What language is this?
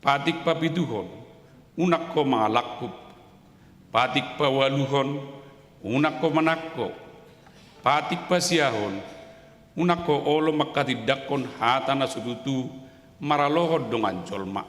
Batak Toba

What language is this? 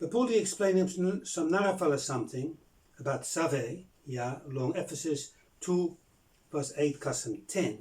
Bislama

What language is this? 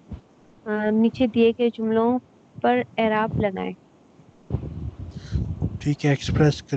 Urdu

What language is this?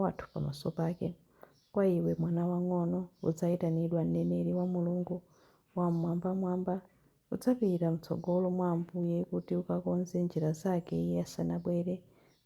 Nyanja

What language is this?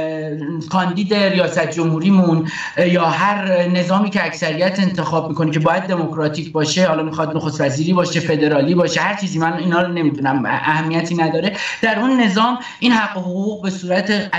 Persian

